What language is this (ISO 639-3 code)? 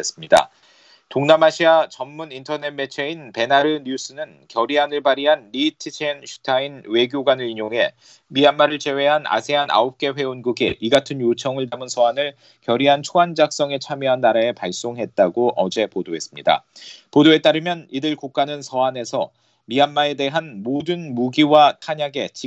kor